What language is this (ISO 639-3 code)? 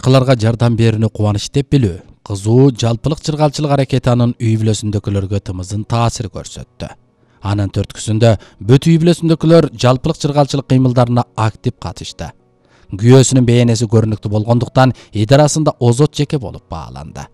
kir